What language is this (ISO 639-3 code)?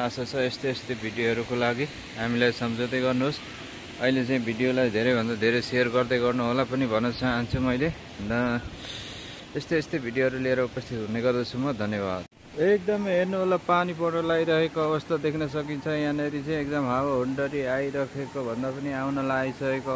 nep